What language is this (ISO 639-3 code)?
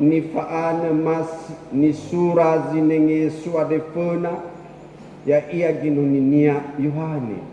nia